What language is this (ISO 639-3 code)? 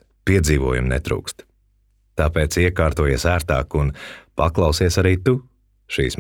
lav